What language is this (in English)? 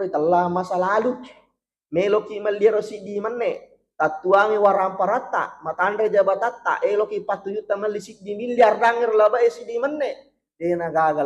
Buginese